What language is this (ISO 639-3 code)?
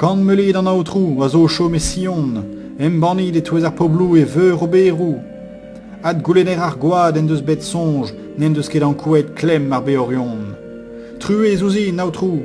bre